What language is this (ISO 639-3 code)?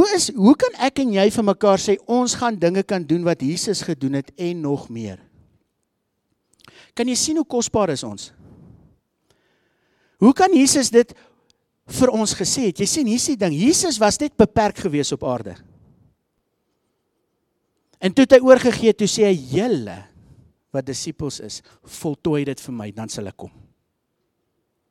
afr